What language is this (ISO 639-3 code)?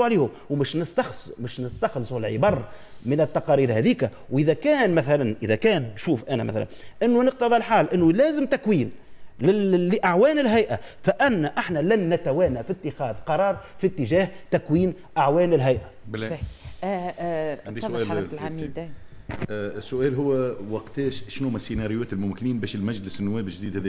aeb